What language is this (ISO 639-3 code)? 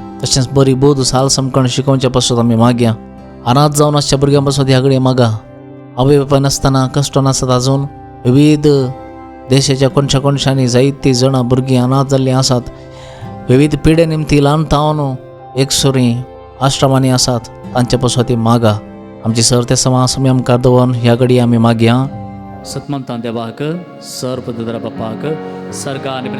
kok